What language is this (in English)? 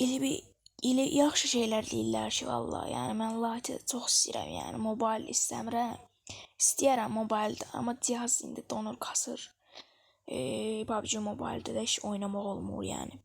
Azerbaijani